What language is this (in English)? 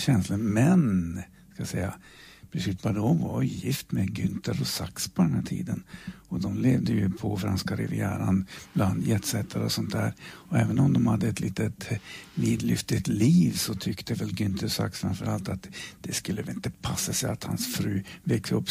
Swedish